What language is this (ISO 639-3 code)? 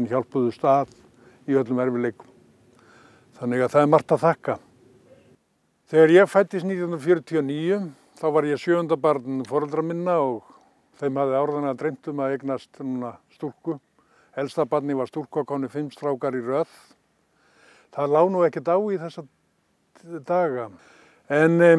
isl